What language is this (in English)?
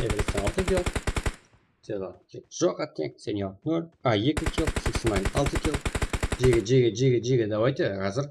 Kara-Kalpak